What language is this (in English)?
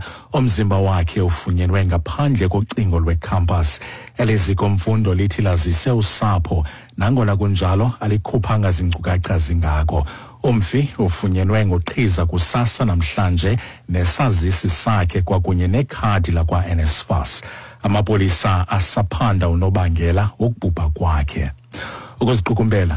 Xhosa